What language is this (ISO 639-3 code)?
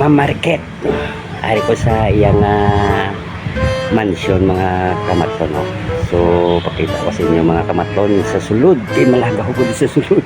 hil